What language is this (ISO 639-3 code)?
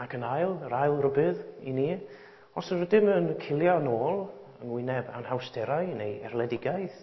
cym